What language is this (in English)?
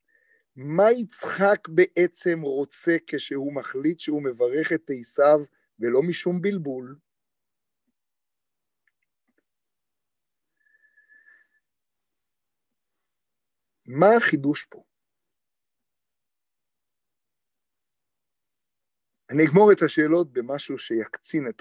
Hebrew